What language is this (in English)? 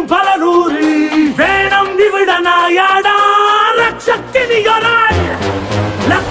Malayalam